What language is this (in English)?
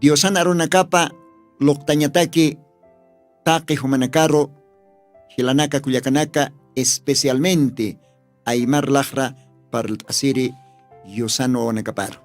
Aymara